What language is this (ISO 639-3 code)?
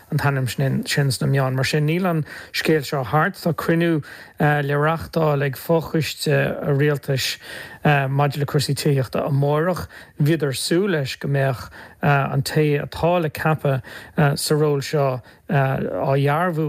gle